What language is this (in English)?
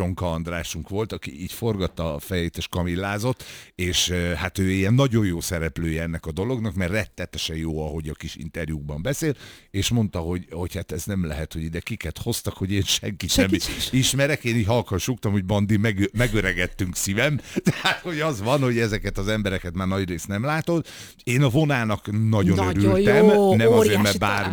Hungarian